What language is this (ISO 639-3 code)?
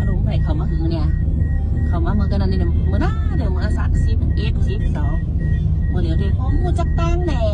shn